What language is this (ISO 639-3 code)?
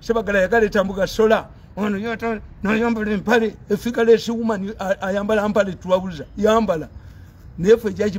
lug